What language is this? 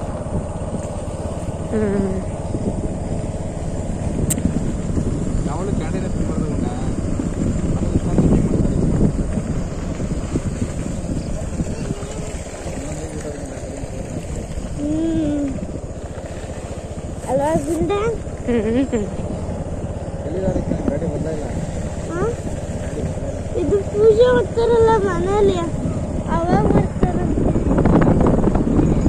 Kannada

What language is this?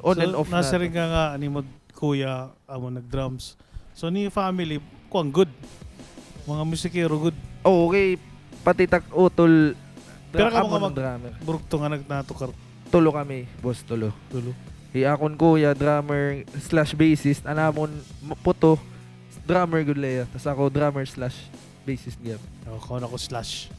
Waray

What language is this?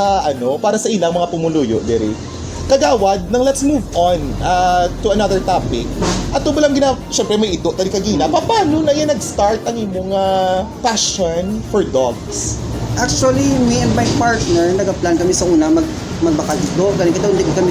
Hiligaynon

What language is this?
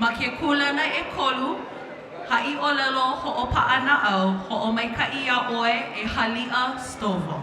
Hawaiian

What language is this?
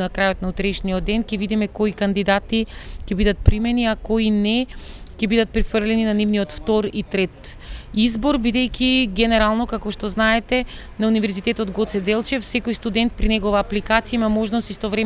Macedonian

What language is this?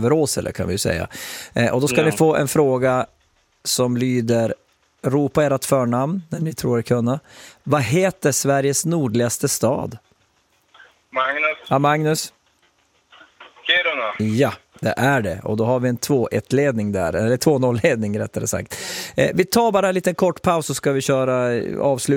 Swedish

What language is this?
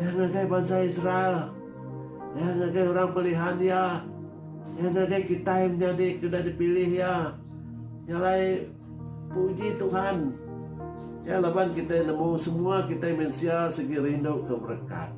Iban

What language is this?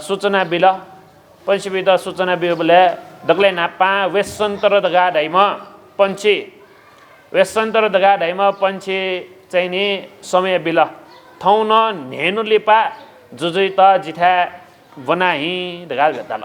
Newari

